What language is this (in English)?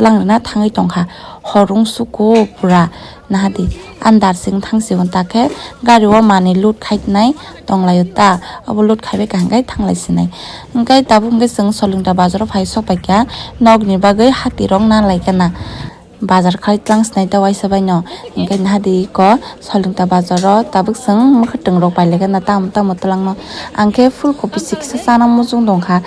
Kok Borok